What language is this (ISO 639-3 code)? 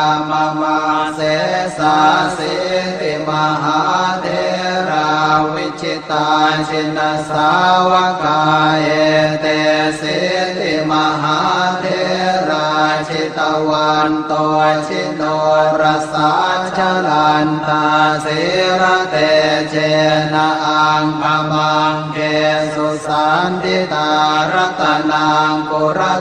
pli